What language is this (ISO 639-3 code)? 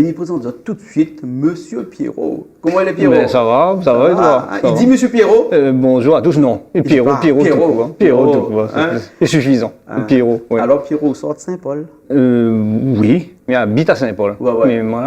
rcf